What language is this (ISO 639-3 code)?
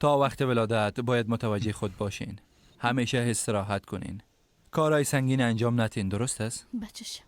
fas